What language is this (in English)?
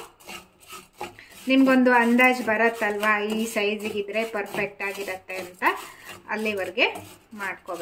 Kannada